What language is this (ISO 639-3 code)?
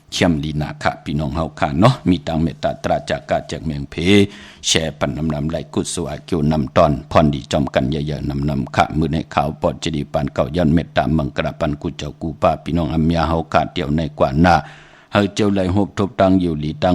shn